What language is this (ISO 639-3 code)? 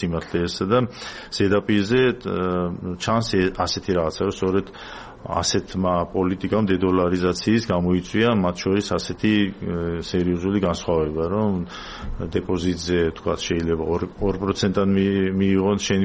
kat